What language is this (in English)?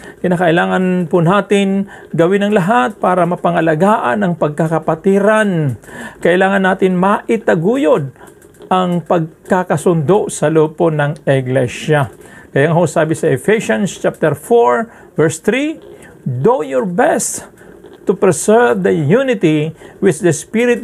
Filipino